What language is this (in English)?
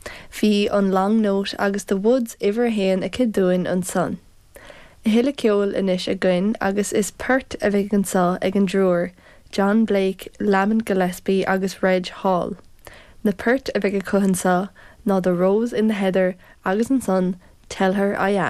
Irish